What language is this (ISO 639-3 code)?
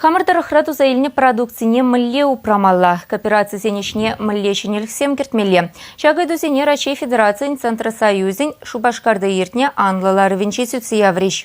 chv